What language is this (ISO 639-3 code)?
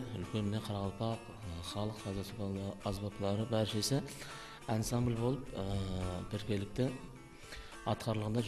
kaa